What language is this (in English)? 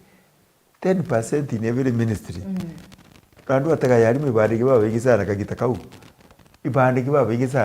Meru